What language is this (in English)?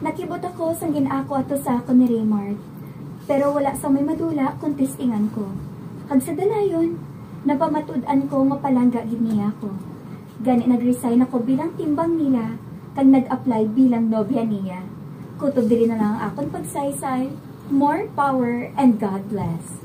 Hiligaynon